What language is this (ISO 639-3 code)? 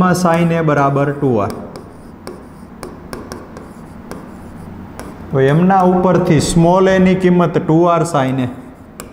guj